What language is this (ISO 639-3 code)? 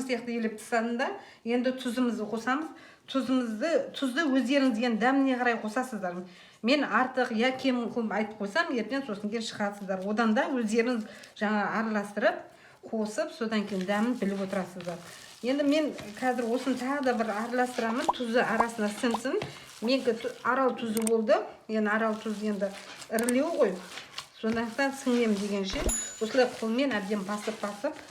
kaz